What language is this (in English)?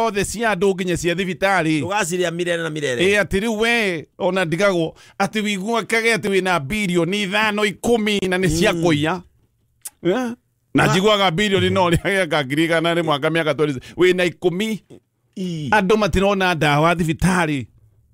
Kikuyu